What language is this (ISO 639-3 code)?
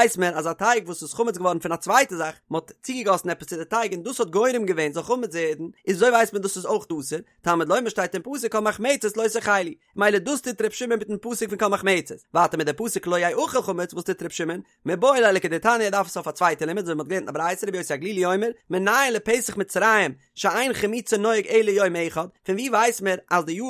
yid